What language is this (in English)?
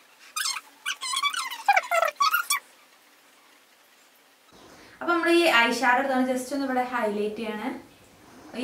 Malayalam